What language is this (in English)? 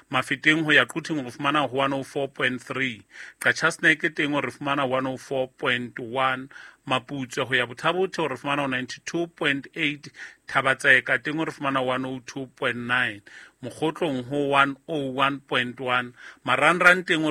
Southern Sotho